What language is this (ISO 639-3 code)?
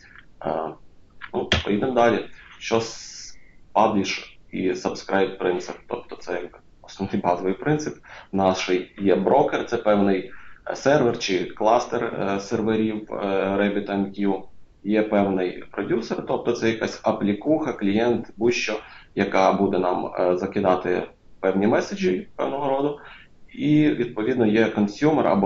ukr